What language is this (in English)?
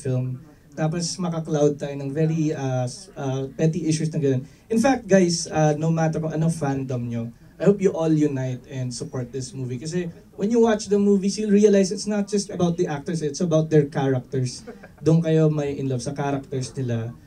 Filipino